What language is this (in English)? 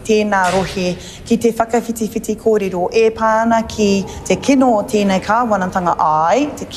Māori